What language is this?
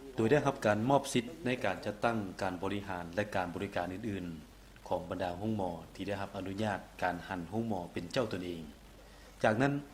Lao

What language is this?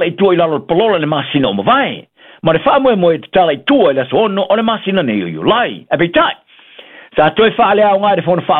Samoan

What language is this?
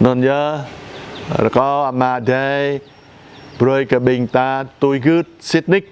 Jarai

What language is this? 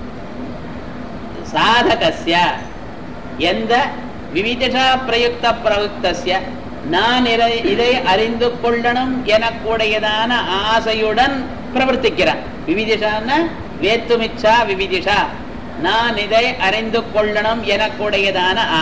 Tamil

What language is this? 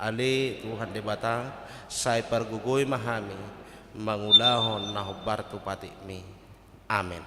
Batak Toba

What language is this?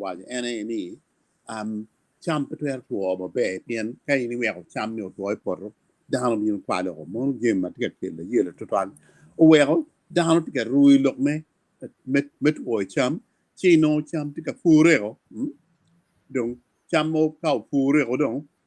Acoli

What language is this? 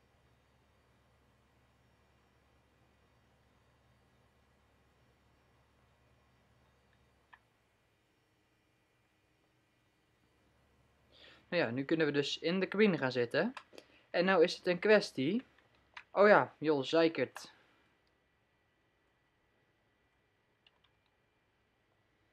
Dutch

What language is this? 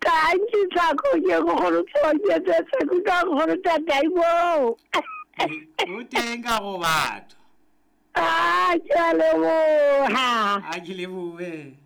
Southern Sotho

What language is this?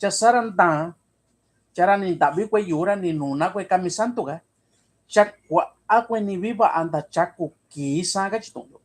Mixtepec Mixtec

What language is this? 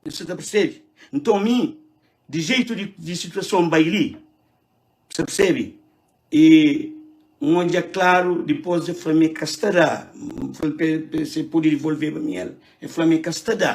Kabuverdianu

